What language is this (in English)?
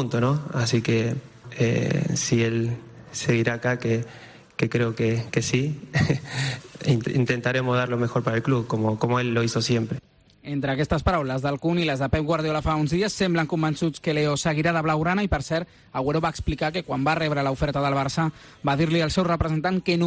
Catalan